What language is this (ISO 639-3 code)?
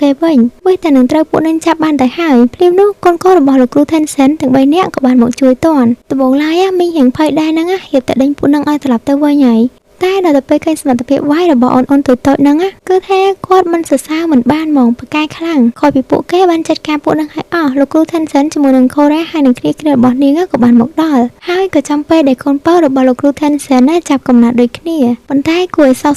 khm